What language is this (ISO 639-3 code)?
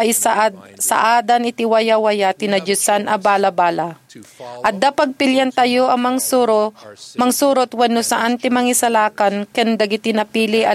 ilo